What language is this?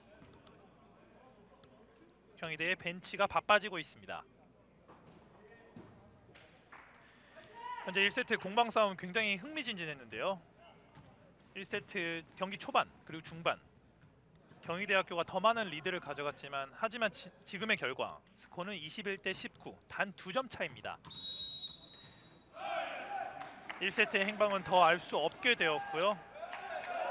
Korean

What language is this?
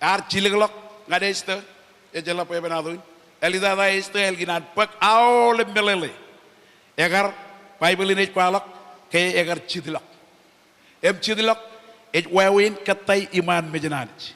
Marshallese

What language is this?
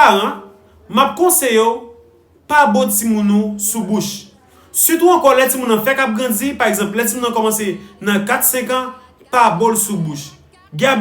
Haitian Creole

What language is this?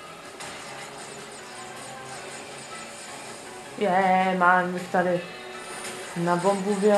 Czech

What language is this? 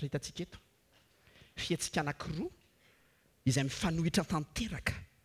Malagasy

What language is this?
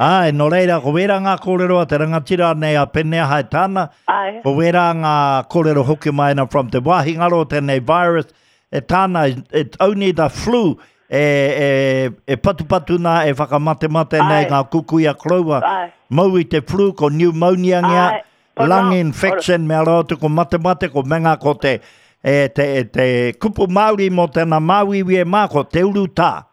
Māori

